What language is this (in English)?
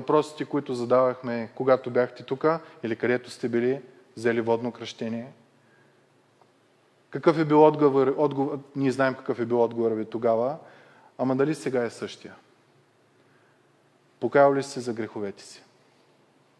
Bulgarian